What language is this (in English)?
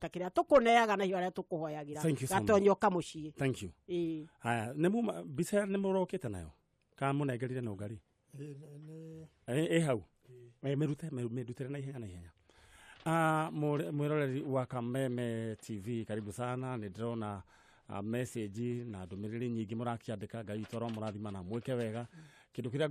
Kikuyu